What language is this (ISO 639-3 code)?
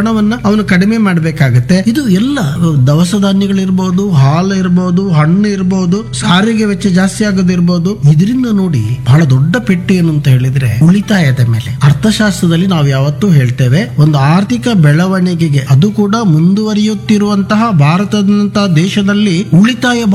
kan